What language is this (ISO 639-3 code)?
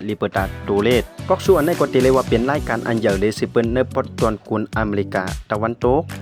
shn